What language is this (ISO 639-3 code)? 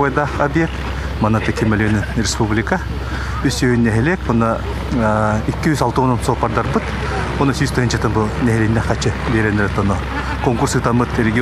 sah